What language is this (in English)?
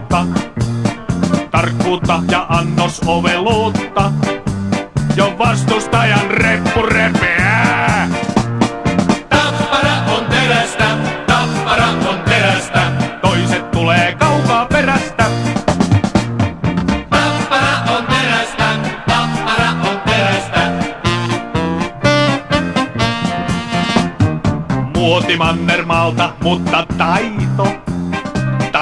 Finnish